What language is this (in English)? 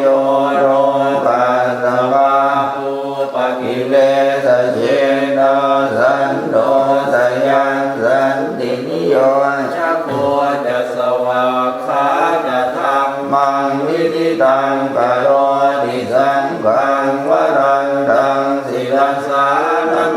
Pali